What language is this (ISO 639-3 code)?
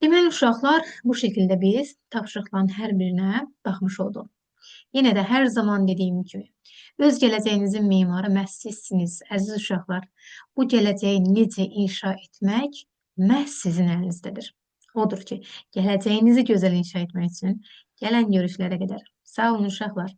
aze